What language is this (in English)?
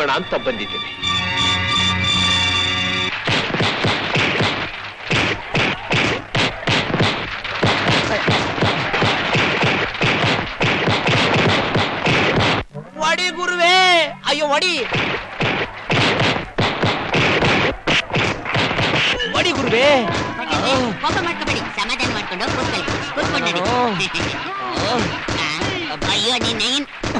Kannada